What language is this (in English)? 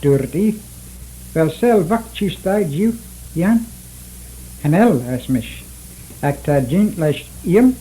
Manx